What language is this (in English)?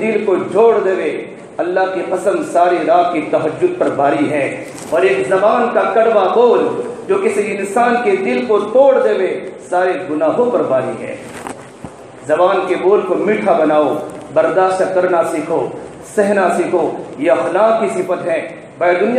Urdu